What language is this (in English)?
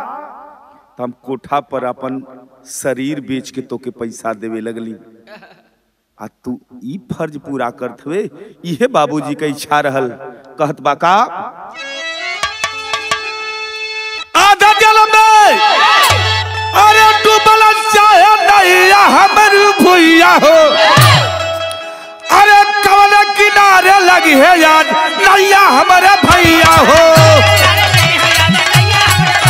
Bhojpuri